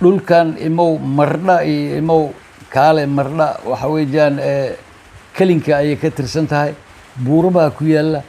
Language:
Somali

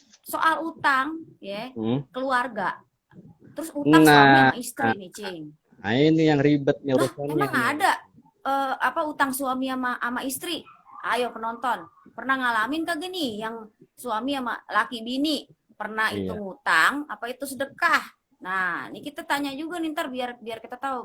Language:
Betawi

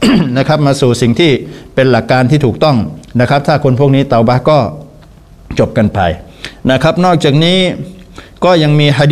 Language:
Thai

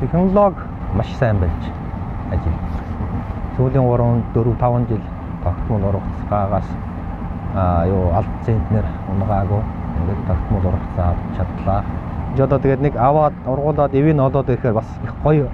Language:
Mongolian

